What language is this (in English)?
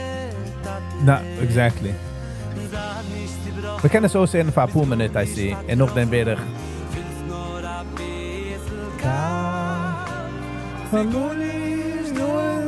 Yiddish